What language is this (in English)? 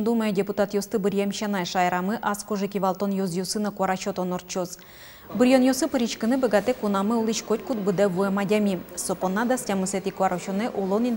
Udmurt